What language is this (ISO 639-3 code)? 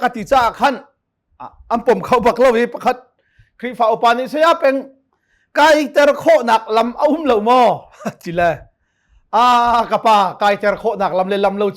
cnh